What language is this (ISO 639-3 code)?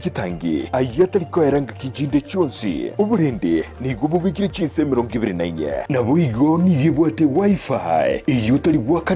guz